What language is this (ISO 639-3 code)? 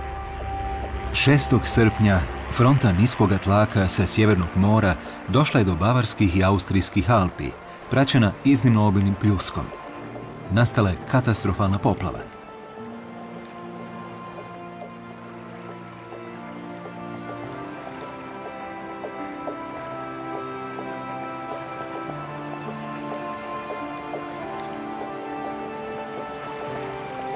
hrv